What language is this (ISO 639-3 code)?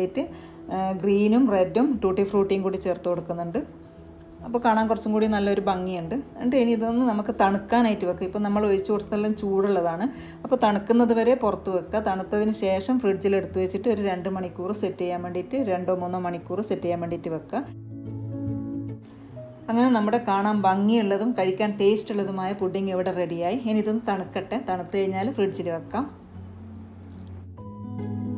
mal